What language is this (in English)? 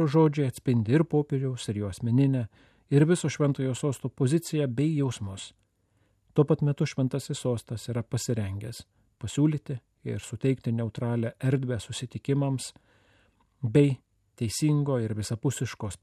Lithuanian